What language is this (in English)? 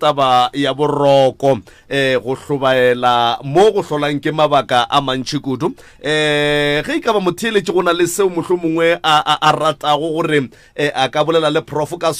Northern Sotho